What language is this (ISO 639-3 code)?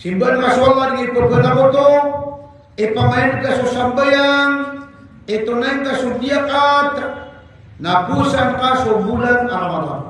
mrw